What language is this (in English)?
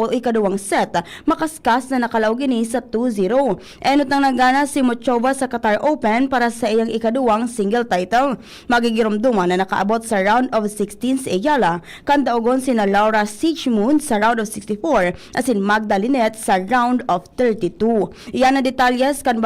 Bikol